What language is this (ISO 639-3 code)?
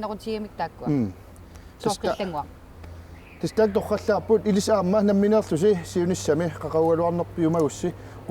kal